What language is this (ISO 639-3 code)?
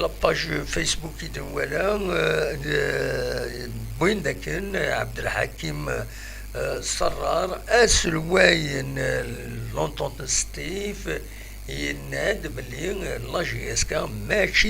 kab